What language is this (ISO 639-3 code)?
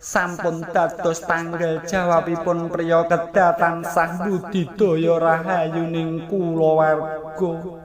jav